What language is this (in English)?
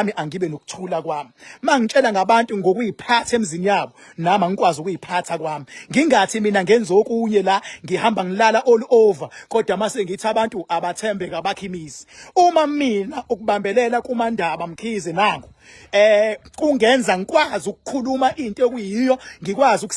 Zulu